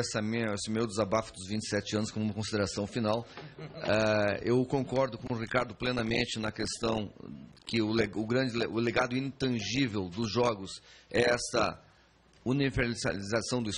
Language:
Portuguese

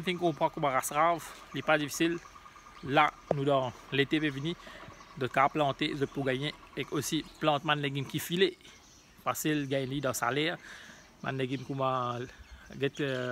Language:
Morisyen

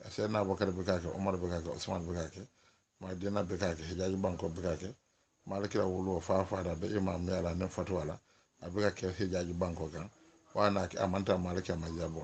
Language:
Dyula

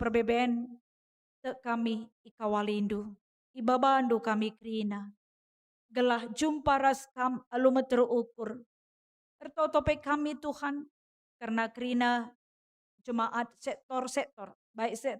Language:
Batak Karo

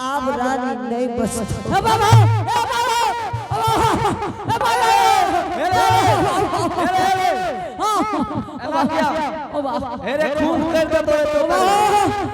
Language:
Angika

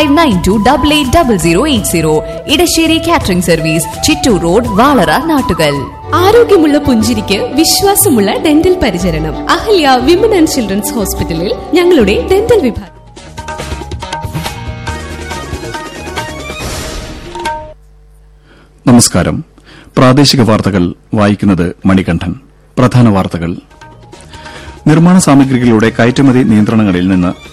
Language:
Malayalam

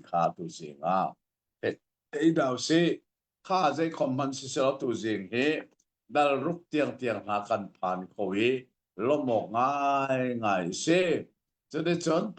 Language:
Hakha Chin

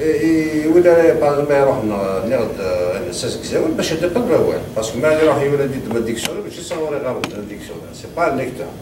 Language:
Kabyle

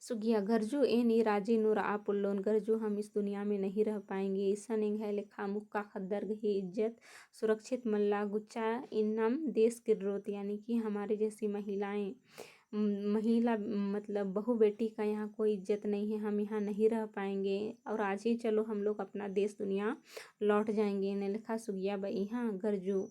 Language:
Kurukh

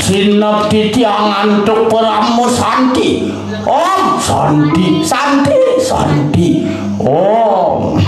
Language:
Balinese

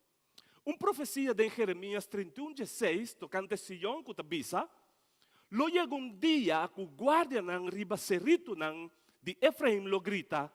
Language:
Papiamento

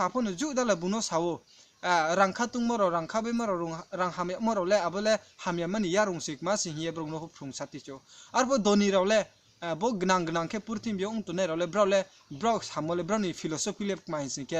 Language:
Riang (India)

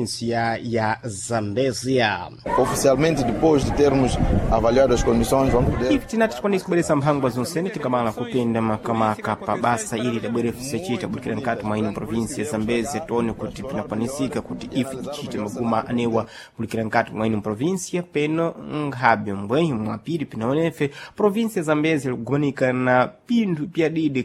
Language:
Sena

